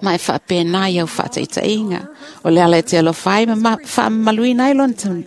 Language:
Samoan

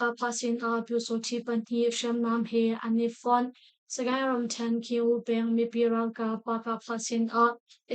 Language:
Hakha Chin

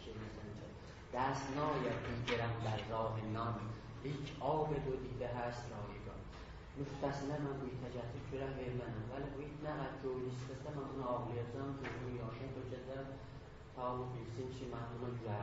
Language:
South Azerbaijani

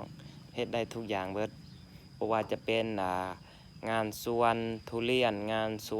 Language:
Lao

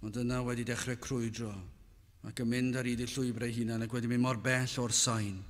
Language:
Welsh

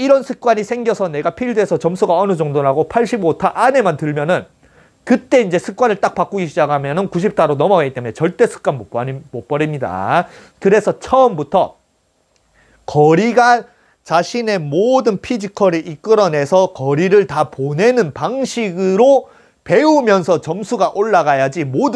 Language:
Korean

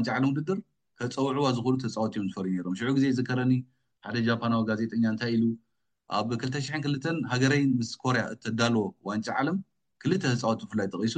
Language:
Tigrinya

